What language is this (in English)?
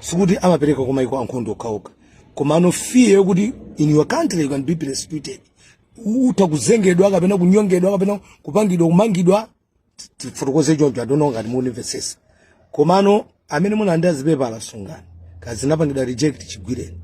Nyanja